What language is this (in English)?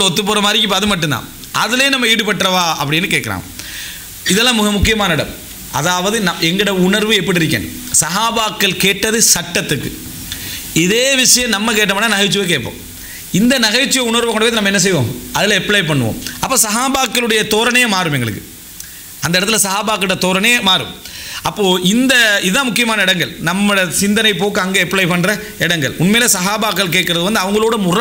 Tamil